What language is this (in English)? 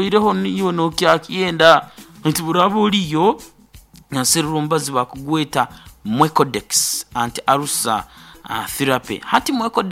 Nyankole